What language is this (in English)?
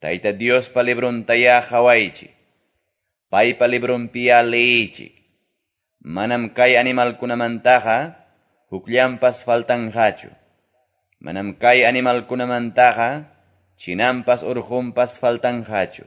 Quechua